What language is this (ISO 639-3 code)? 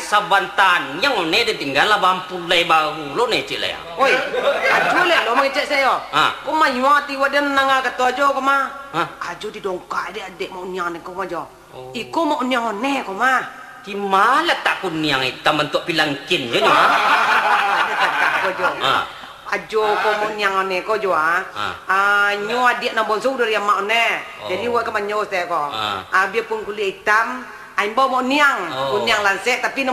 min